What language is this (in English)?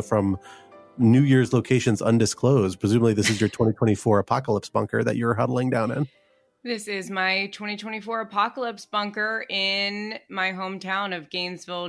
English